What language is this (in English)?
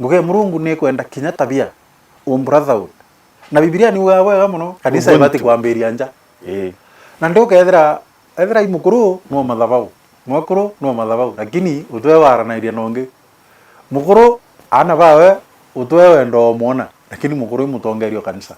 Meru